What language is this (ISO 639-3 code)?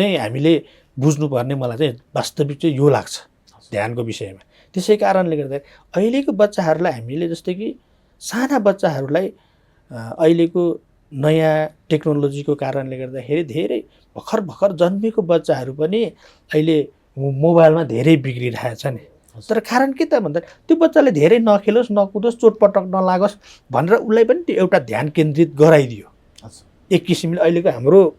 nep